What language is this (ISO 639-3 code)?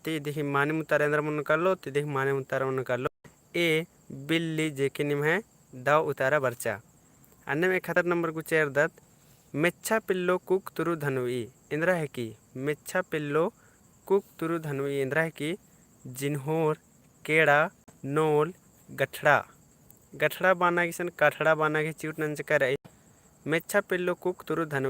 kru